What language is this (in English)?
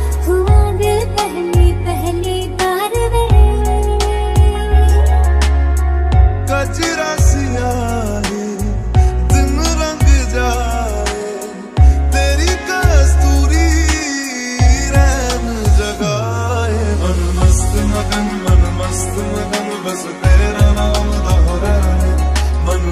Hindi